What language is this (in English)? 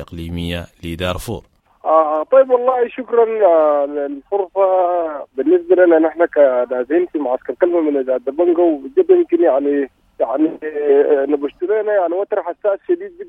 Sudanese Arabic